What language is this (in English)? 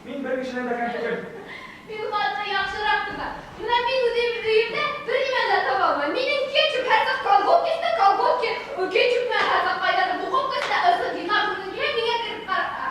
Bashkir